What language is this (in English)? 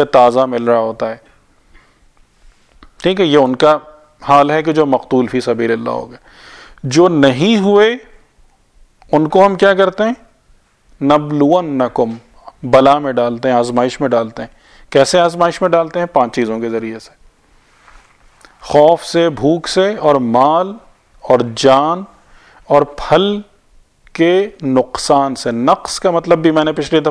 Urdu